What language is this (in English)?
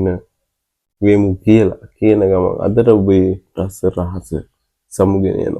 Sinhala